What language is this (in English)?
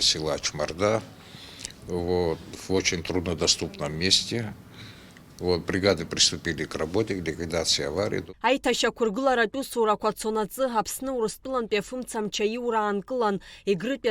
Abkhazian